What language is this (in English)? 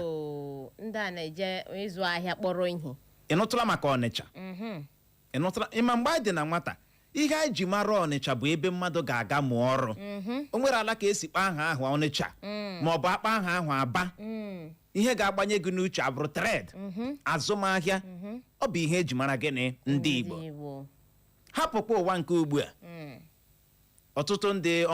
Igbo